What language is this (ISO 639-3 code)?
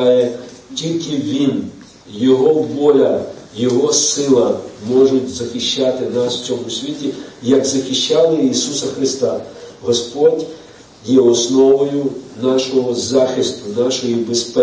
ukr